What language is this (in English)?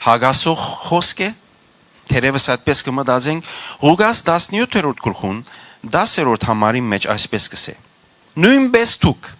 Western Armenian